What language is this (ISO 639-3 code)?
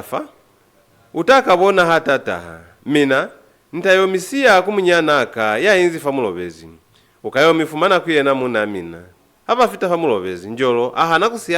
loz